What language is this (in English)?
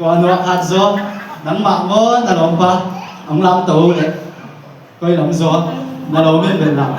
Tedim Chin